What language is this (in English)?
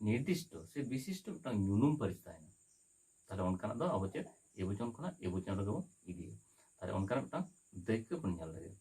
Santali